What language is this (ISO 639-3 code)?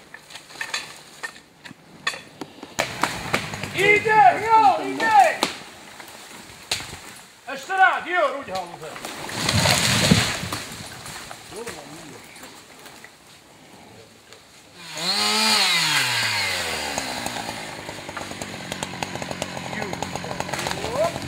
slk